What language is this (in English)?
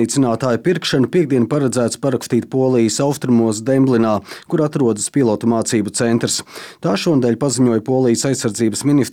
Latvian